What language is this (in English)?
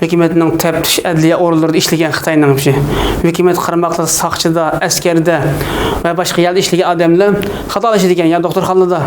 Uyghur